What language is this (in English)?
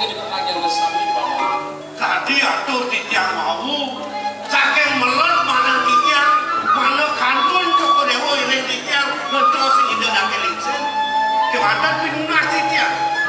Balinese